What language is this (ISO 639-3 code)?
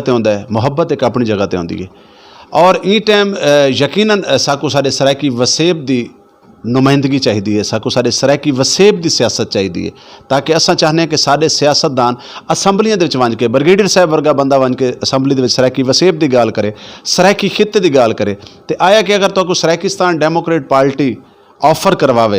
skr